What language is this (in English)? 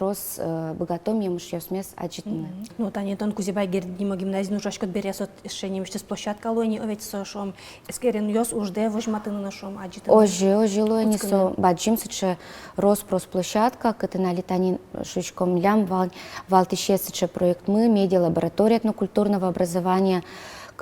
Udmurt